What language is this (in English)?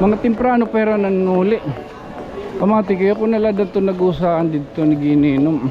Waray